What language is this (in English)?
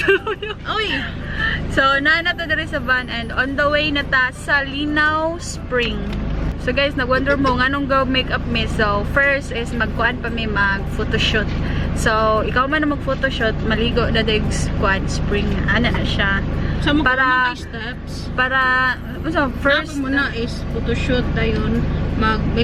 Cebuano